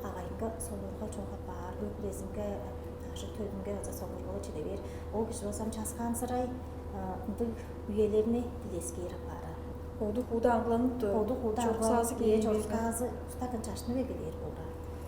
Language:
Tuvinian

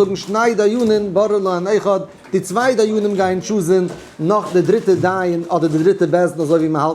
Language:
Yiddish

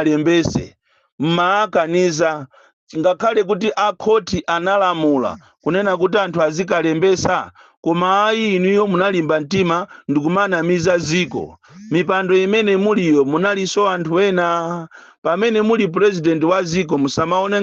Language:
Nyanja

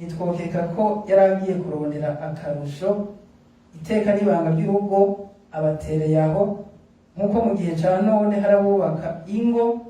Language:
Rundi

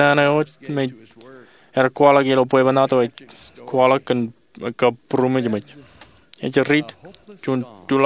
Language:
Marshallese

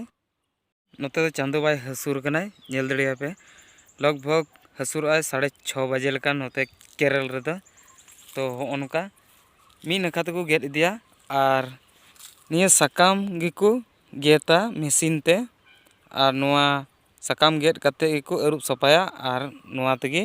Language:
Santali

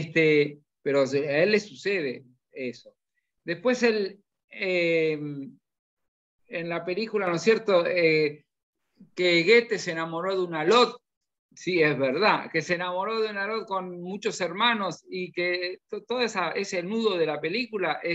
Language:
Spanish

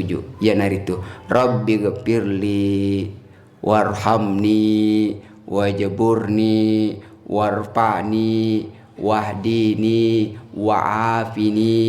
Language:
Buginese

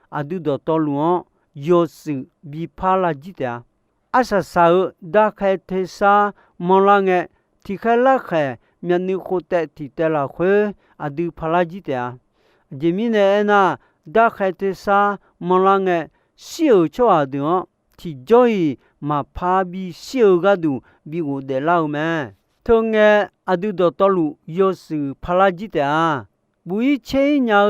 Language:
Akha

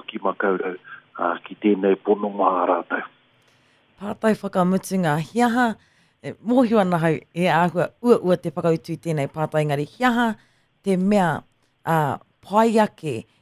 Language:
Māori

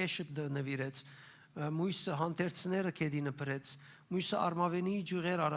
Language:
Western Armenian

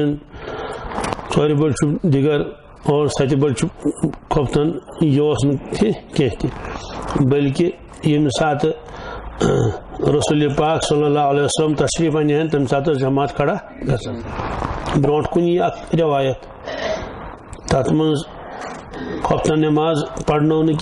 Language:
Kashmiri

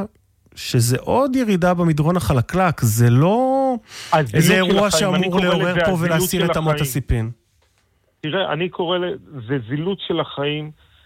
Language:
Hebrew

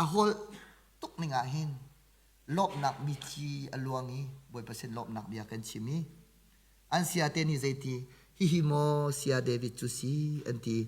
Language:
Hakha Chin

